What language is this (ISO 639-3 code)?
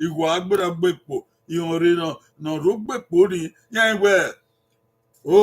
bin